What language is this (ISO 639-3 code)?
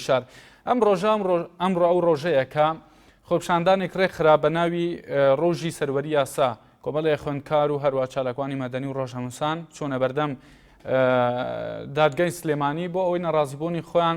ckb